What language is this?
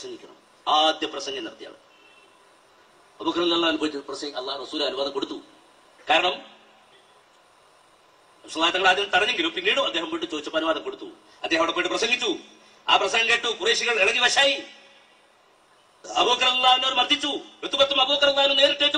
Malayalam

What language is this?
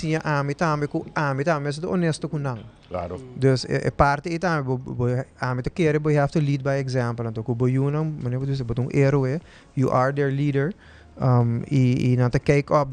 Papiamento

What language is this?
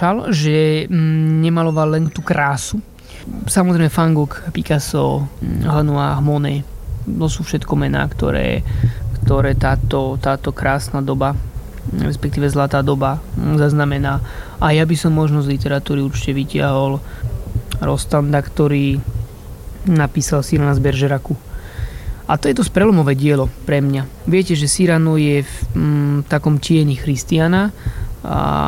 Slovak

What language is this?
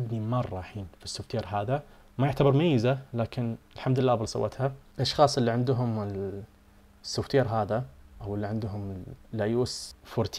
Najdi Arabic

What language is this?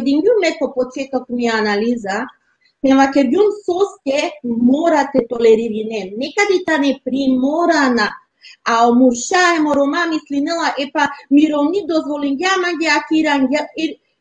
Balkan Romani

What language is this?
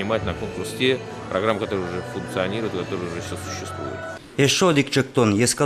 Udmurt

